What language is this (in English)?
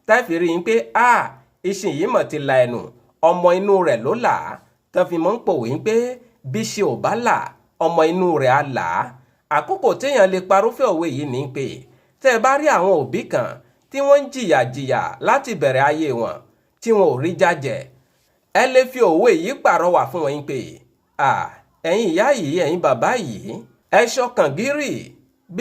Yoruba